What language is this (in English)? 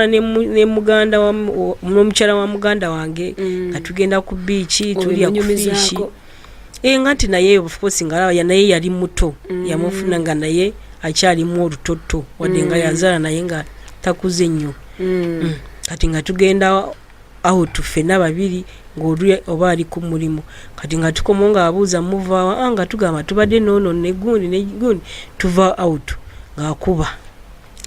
Ganda